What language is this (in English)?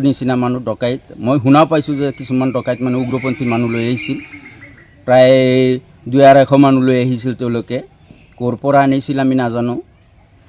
Assamese